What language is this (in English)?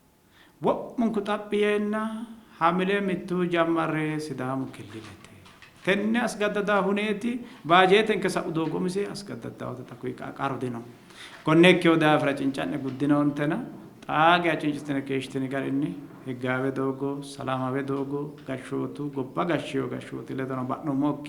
Sidamo